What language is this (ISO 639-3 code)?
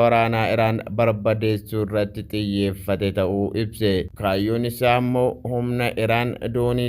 orm